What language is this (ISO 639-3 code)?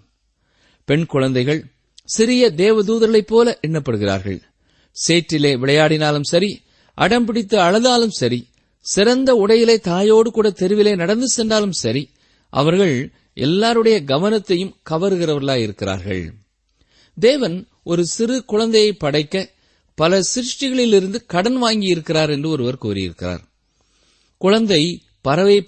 tam